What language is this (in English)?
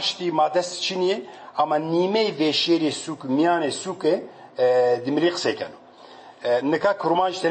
Kurdish